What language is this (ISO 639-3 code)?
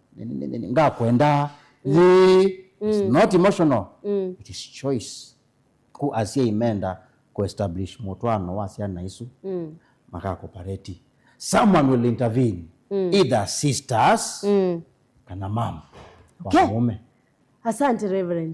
kam